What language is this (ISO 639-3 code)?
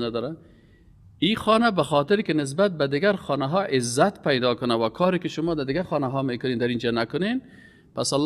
fas